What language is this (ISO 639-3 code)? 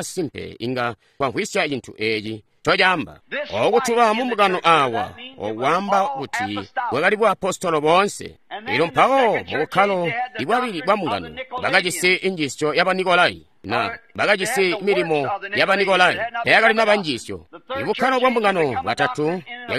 toi